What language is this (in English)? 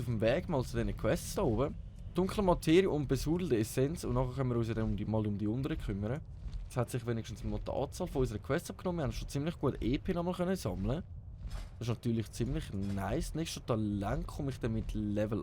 Swiss German